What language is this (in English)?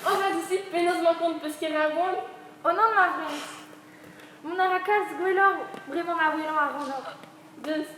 Breton